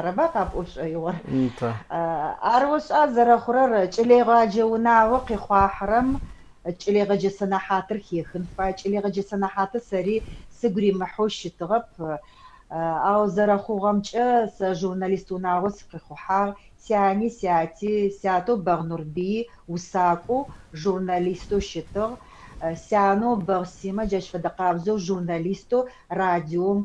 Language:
Adyghe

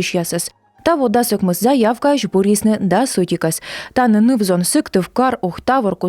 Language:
Komi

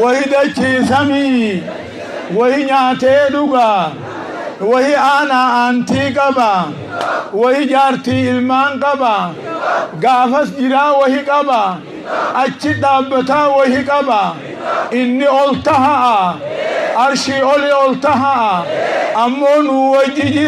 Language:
Oromo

